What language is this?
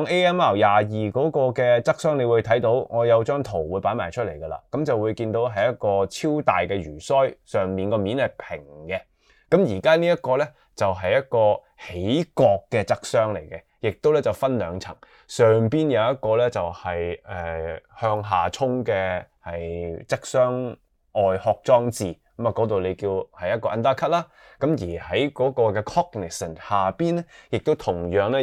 Cantonese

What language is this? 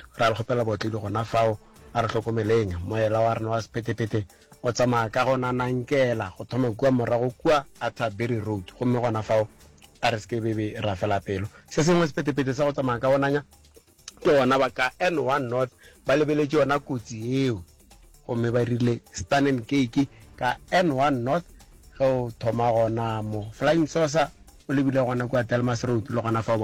Northern Sotho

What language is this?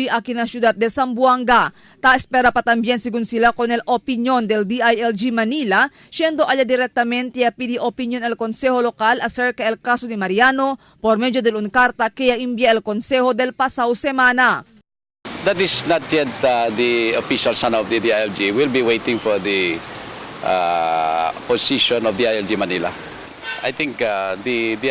Chavacano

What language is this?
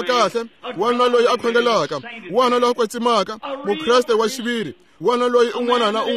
Tsonga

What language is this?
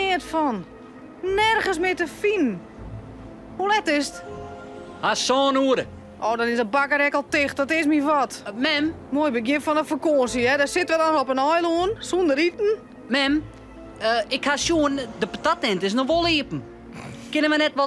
Western Frisian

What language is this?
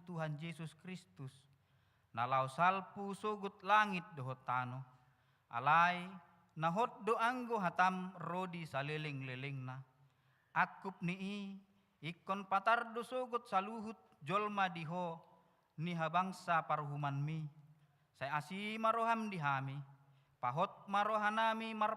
Batak Toba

